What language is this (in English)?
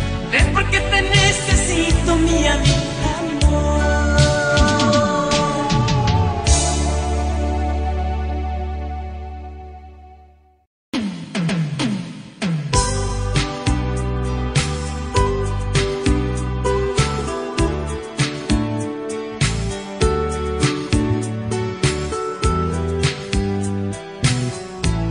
Spanish